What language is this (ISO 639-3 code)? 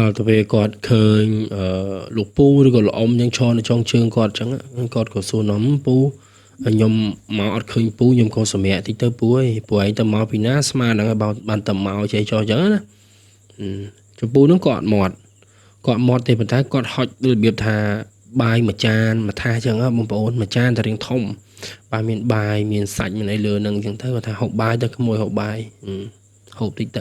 khm